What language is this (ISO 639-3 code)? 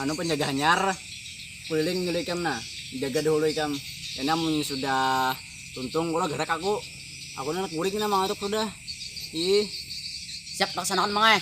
bjn